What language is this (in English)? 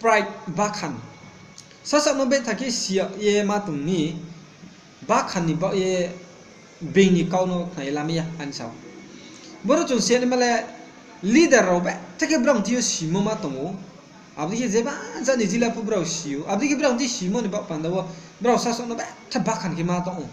Riang (India)